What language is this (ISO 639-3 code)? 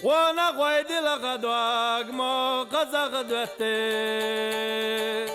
che